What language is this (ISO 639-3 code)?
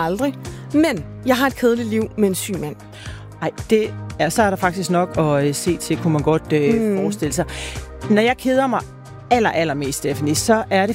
dan